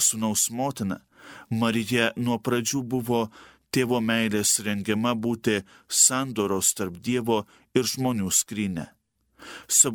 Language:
Lithuanian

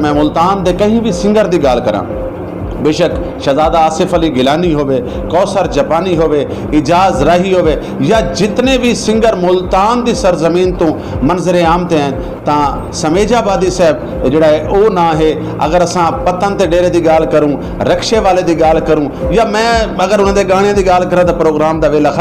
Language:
Saraiki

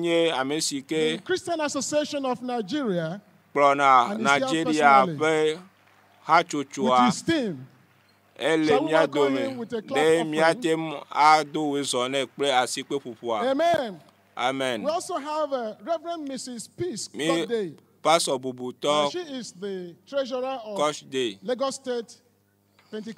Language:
Ewe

